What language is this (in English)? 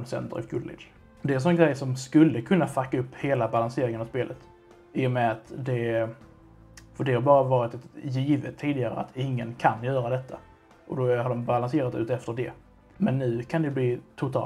Swedish